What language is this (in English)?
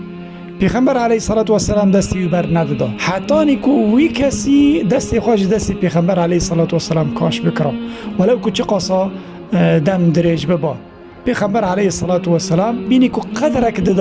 Kurdish